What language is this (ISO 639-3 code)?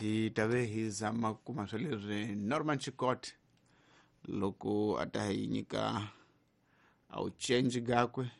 tso